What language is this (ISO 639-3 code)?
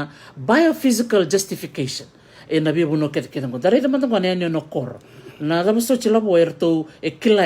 fij